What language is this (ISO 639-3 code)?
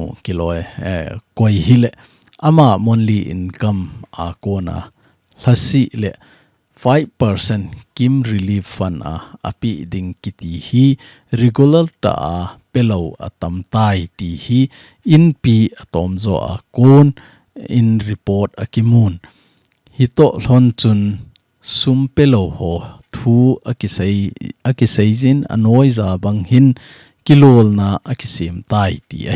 tcz